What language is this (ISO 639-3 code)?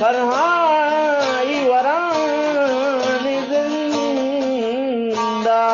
bgp